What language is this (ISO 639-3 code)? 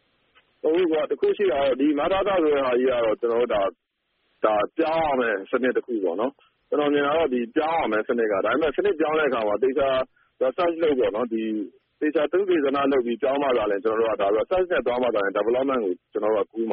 mya